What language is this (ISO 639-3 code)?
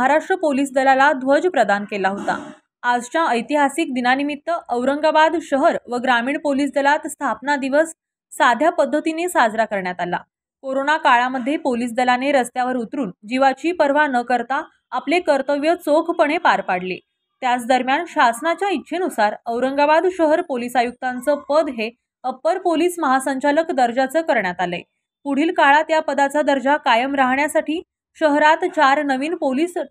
mar